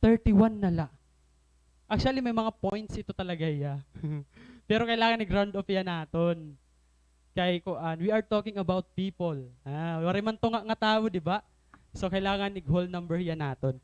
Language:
Waray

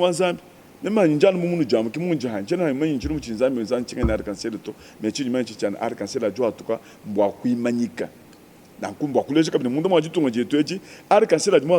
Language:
Luba-Lulua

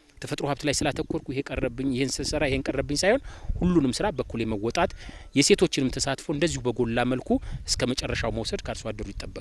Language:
Amharic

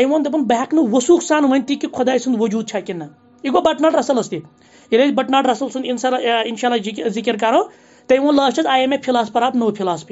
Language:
Kashmiri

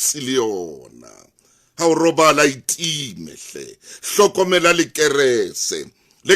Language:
Southern Sotho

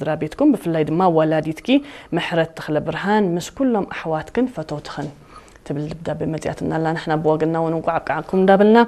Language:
Tigrinya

